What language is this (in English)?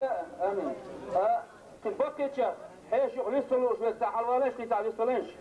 Chechen